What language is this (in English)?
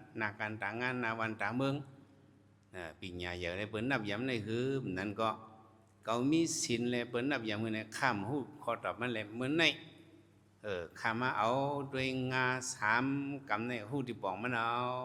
Shan